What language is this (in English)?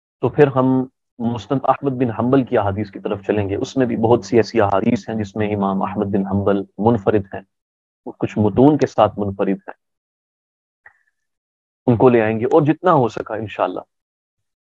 Urdu